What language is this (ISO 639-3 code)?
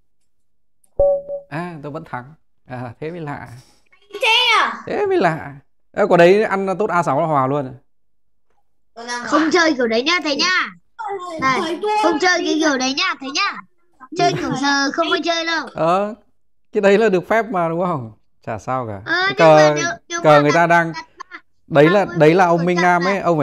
vie